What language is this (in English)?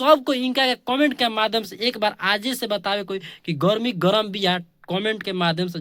Bhojpuri